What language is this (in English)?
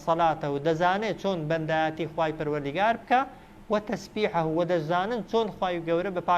Central Kurdish